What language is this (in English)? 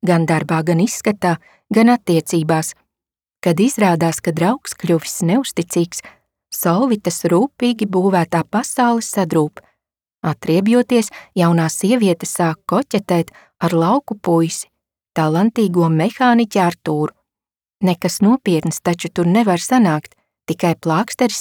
Latvian